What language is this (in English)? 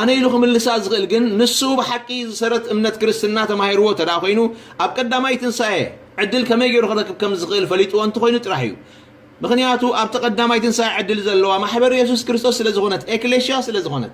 Tigrinya